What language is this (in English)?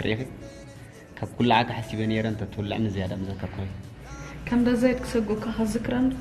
Tigrinya